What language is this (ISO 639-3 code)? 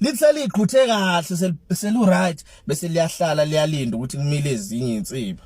zul